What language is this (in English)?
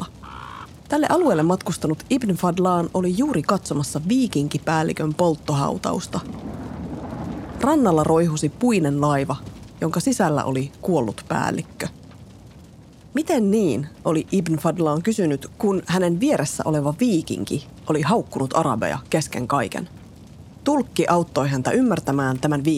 Finnish